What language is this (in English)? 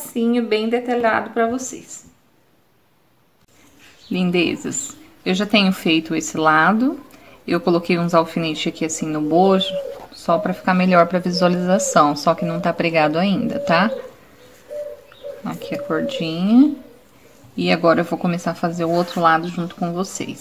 Portuguese